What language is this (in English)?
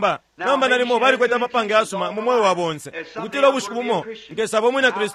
Bemba